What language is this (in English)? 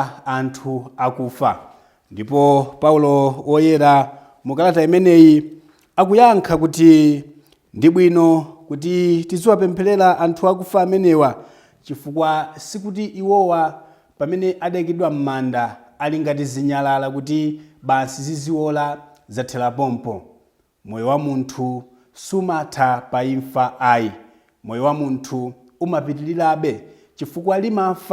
Nyanja